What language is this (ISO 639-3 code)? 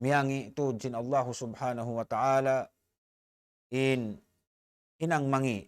tsg